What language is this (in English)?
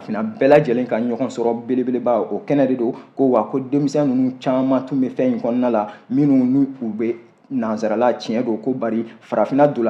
Bambara